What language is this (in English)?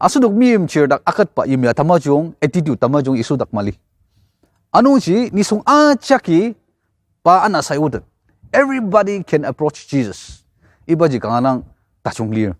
Ao Naga